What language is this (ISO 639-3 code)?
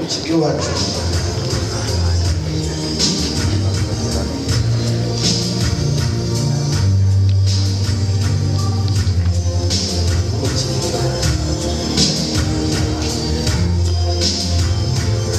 kin